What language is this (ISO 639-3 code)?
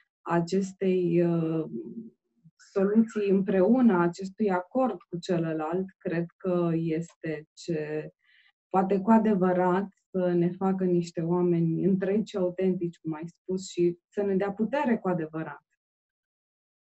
ron